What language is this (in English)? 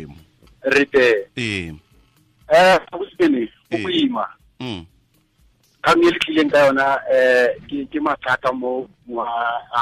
Tswana